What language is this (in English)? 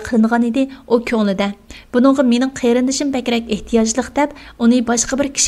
Uyghur